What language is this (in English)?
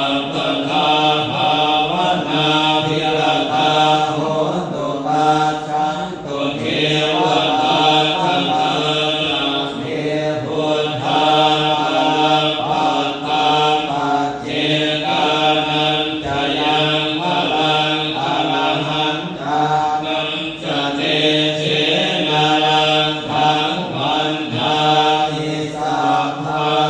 Pali